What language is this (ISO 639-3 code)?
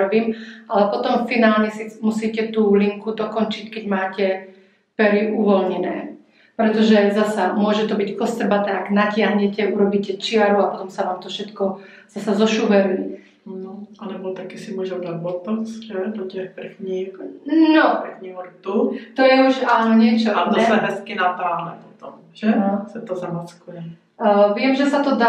slk